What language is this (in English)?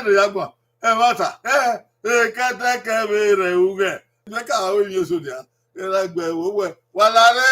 Bini